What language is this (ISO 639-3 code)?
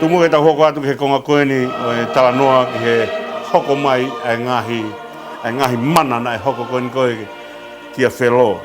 ton